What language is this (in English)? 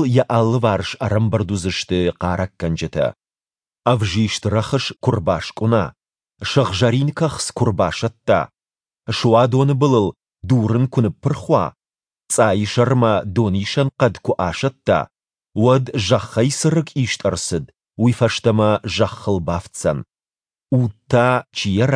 Ossetic